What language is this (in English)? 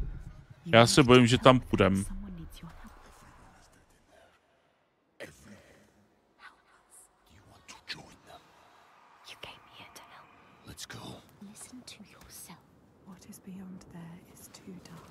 Czech